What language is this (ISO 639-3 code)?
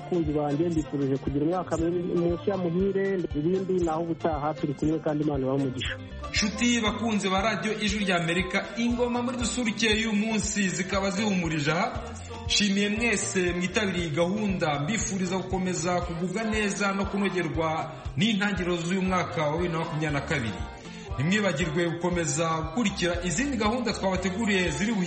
kin